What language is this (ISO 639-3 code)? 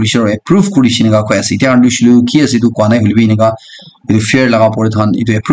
nag